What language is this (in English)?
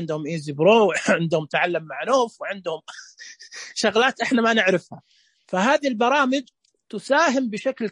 Najdi Arabic